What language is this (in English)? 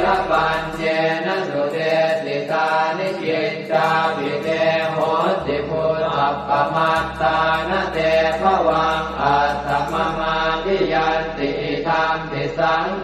Pali